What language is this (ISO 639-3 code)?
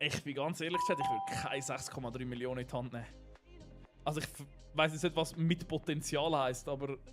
gsw